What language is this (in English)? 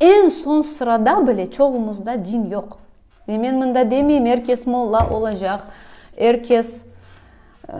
Crimean Tatar